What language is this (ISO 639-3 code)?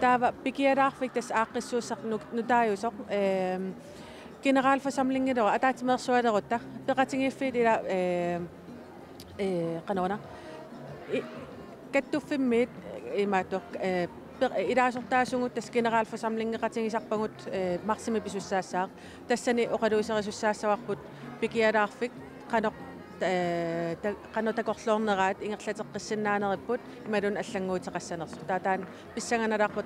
kal